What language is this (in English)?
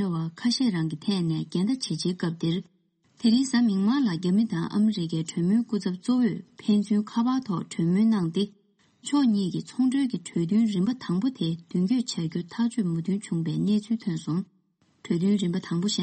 Tibetan